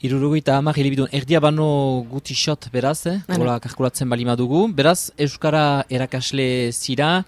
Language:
Basque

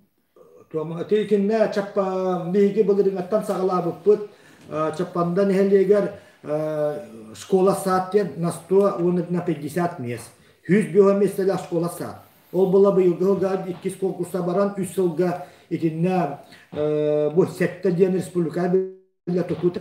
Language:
Yakut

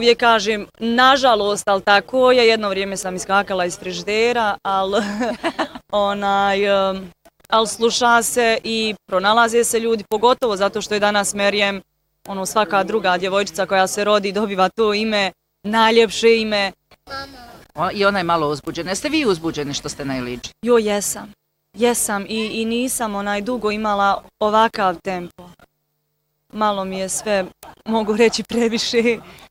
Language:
Bosnian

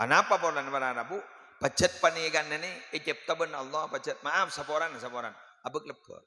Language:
Madurese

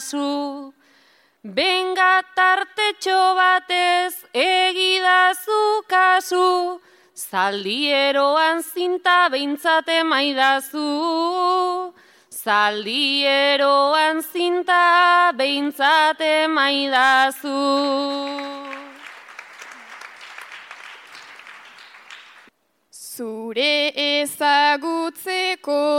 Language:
Basque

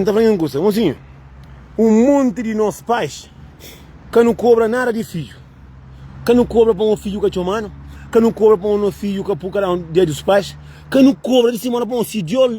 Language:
Kabuverdianu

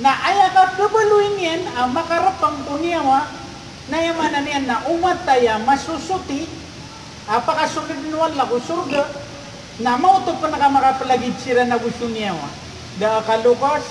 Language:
Maranao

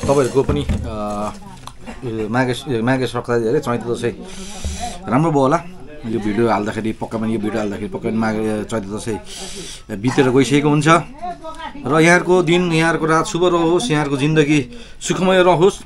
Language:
Nepali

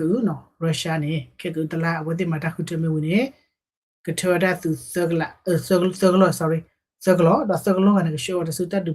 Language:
S'gaw Karen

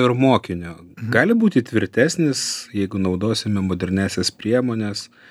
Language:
Lithuanian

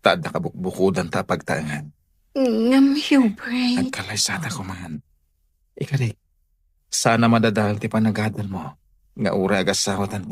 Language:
Iloko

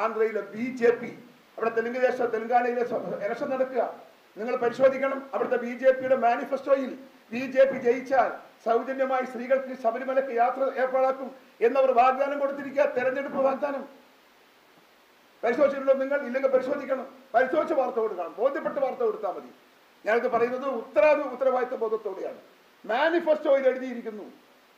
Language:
Malayalam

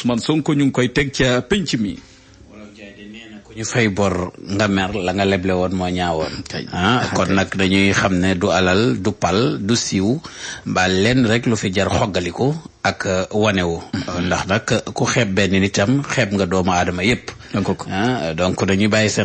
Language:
Wolof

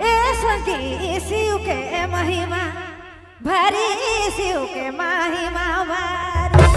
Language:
Sadri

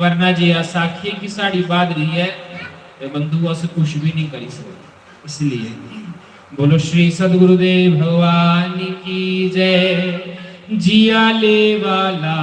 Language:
Dogri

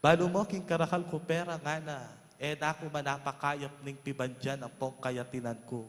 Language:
Pampanga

